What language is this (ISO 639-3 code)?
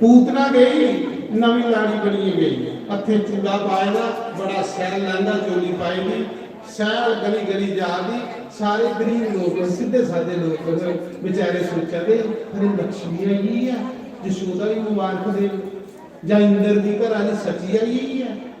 doi